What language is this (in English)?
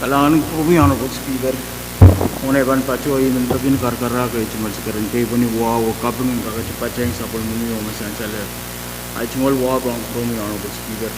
Pohnpeian